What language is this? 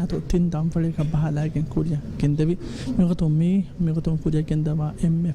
Divehi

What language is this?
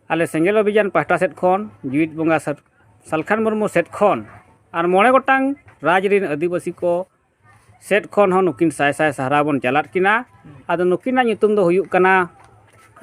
Santali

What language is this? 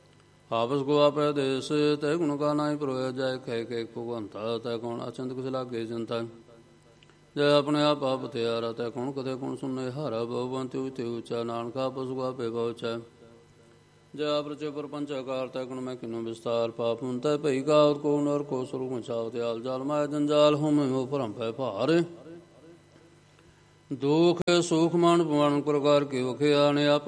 Punjabi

